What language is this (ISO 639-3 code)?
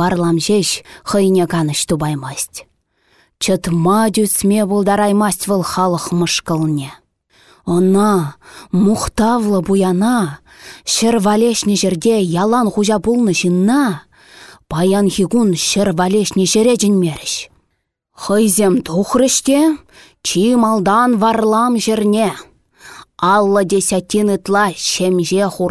chv